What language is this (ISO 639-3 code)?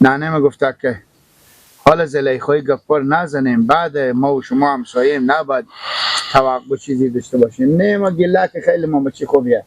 fas